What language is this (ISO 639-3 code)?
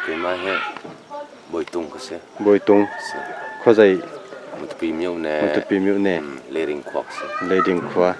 cnh